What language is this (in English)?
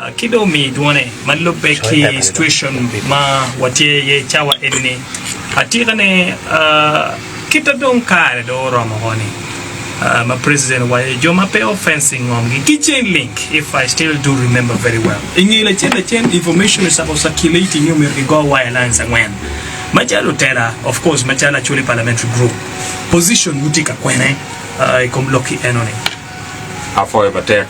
Acoli